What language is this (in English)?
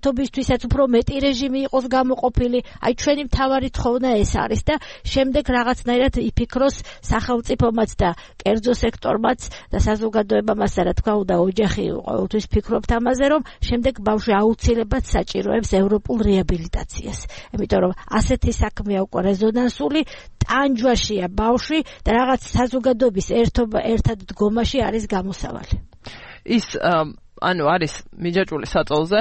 Georgian